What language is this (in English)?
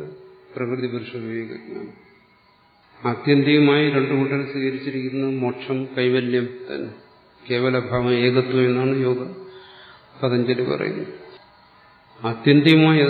Malayalam